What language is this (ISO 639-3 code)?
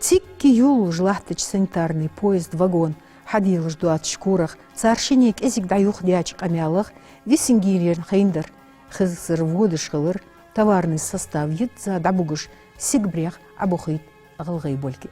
inh